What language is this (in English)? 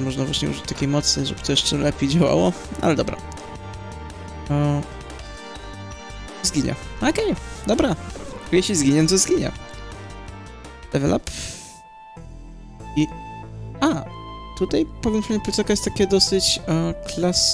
Polish